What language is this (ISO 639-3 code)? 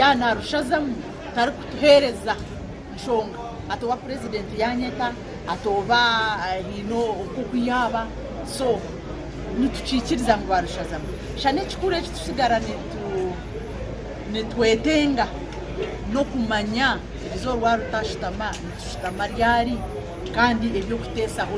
nyn